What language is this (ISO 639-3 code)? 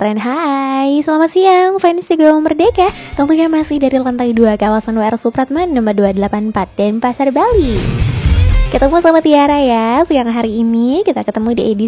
ind